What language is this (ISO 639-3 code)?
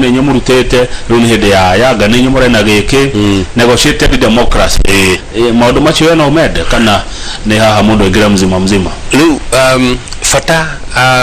kik